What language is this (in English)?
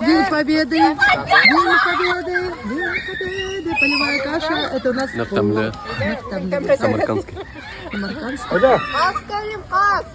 Bashkir